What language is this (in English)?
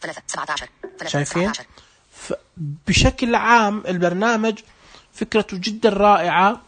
Najdi Arabic